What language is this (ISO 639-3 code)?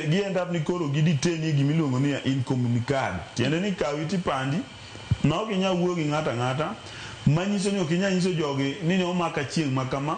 luo